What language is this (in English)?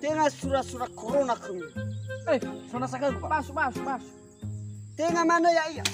Nias